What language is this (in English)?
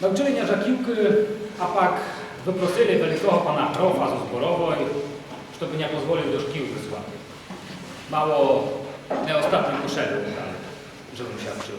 Rusyn